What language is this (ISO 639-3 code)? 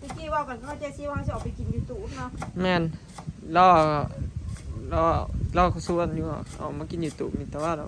tts